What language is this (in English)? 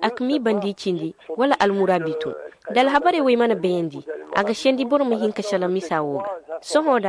Zarma